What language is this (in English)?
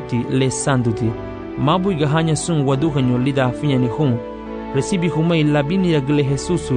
Garifuna